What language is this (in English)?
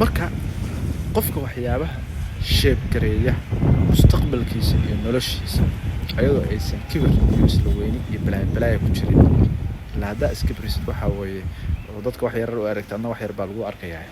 Somali